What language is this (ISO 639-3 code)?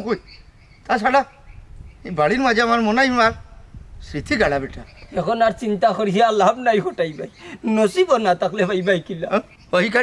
syl